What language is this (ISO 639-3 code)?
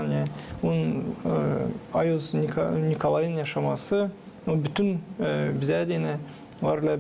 gag